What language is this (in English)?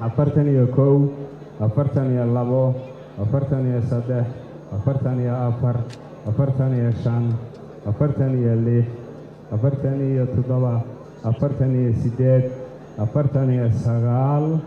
Somali